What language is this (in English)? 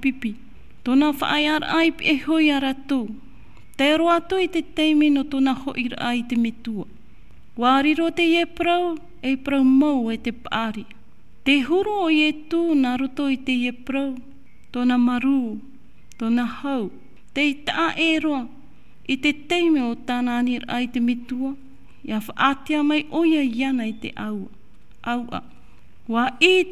Tahitian